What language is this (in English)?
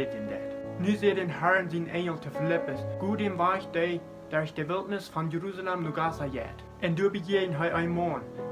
Plautdietsch